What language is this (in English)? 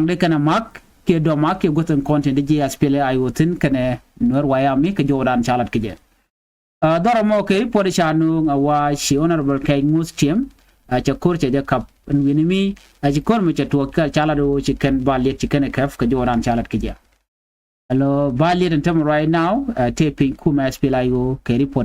Nuer